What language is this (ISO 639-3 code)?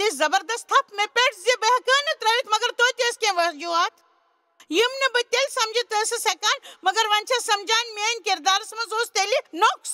kas